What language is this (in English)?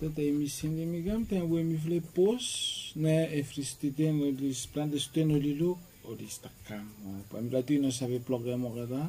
Bislama